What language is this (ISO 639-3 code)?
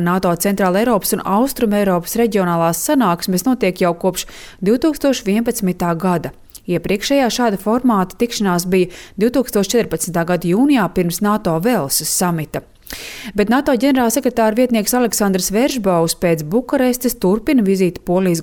lav